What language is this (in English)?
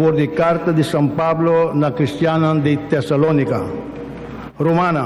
Papiamento